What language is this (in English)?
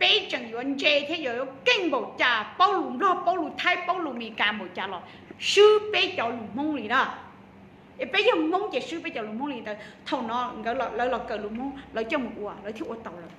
Hmong